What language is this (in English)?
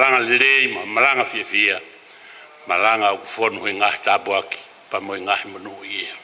Tongan